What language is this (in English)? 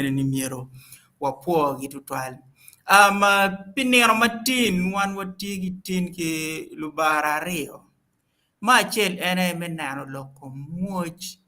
Acoli